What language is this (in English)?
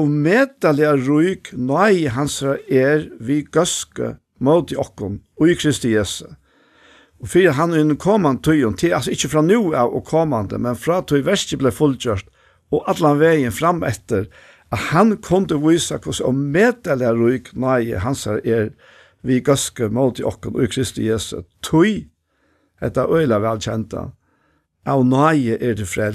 Faroese